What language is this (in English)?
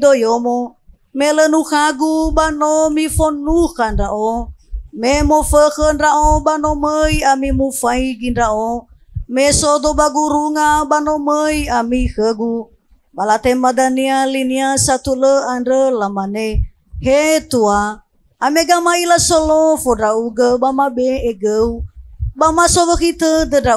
Nias